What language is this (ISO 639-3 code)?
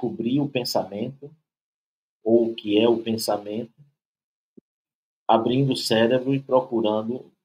por